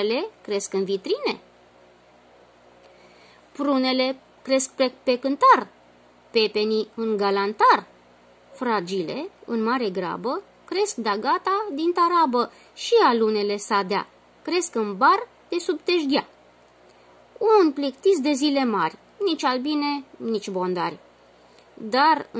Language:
Romanian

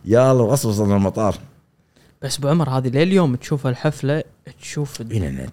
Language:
Gulf Arabic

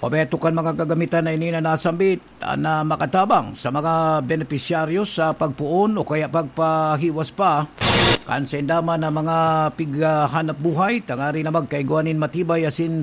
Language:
Bikol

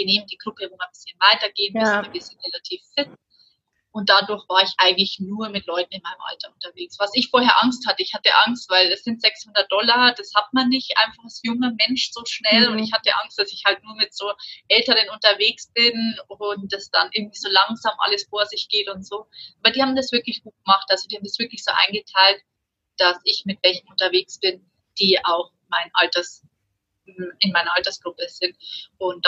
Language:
German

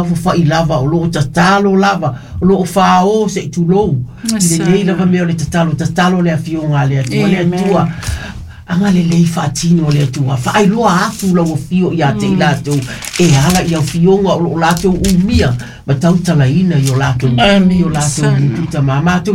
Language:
Samoan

